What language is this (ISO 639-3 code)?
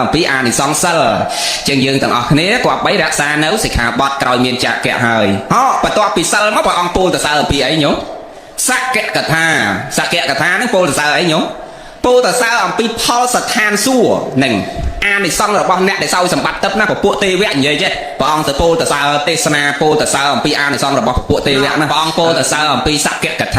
khm